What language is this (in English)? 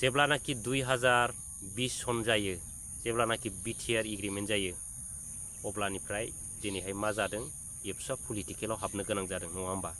Bodo